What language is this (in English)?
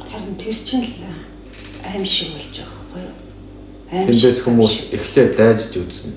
Mongolian